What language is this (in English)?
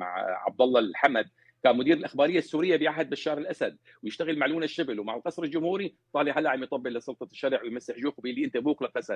North Levantine Arabic